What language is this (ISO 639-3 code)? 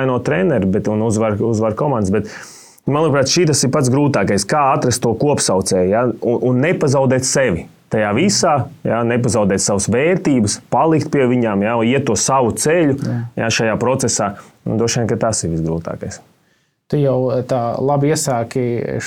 lav